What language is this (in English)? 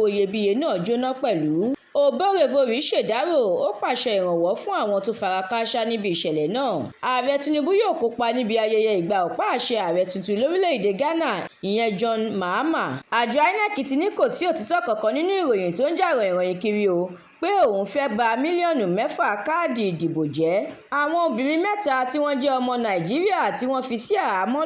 Yoruba